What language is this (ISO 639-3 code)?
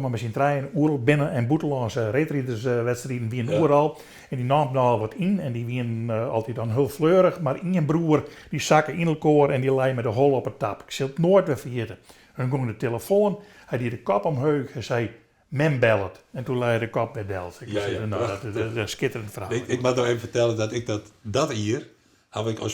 fry